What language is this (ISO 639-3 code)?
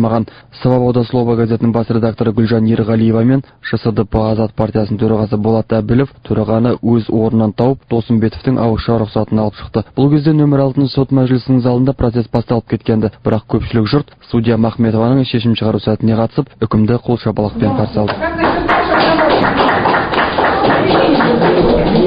kaz